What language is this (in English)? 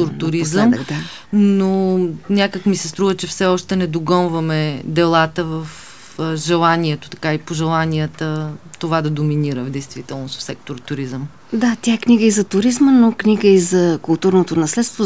Bulgarian